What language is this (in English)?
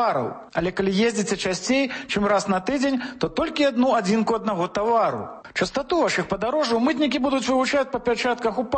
Belarusian